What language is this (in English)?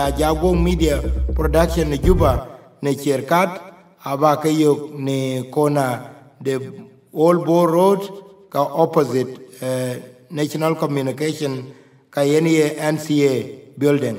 Dinka